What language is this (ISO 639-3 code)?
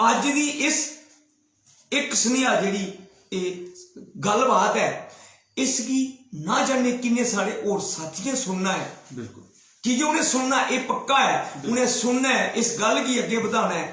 doi